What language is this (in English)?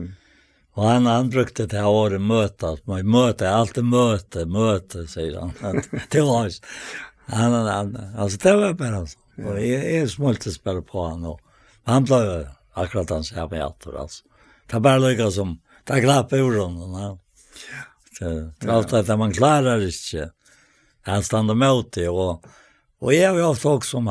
Faroese